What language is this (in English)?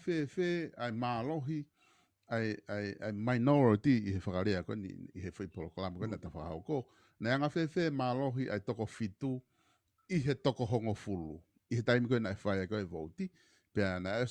Tongan